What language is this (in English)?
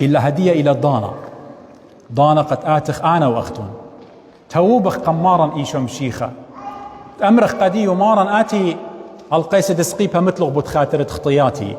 Assyrian Neo-Aramaic